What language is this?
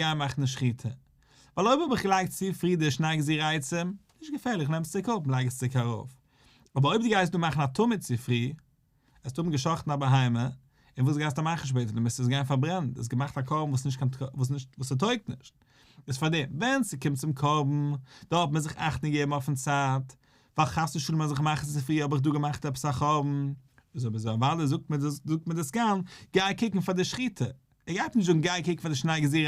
Yiddish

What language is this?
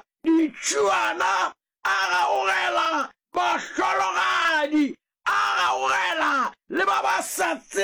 Northern Sotho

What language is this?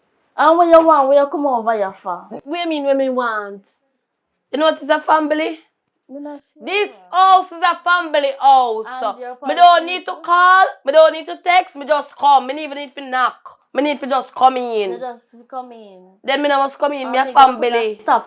Jamaican Creole English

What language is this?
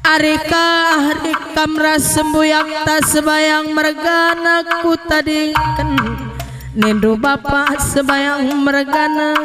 Batak Karo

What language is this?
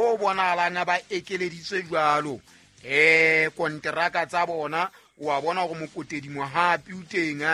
Southern Sotho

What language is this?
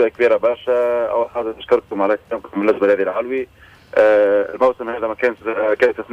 Tunisian Arabic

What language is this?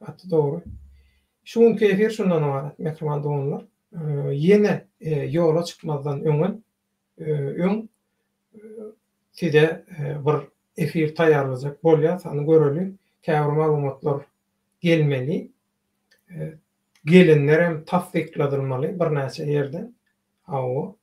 Turkmen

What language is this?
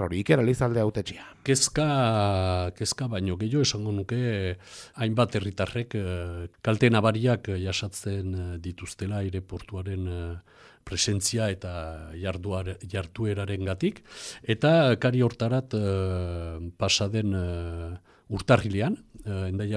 Basque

